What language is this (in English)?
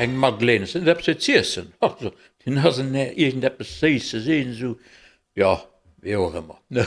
Luxembourgish